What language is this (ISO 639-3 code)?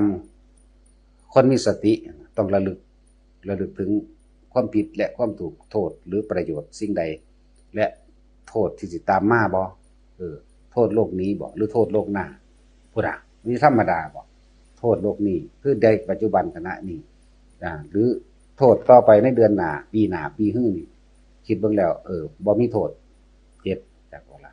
tts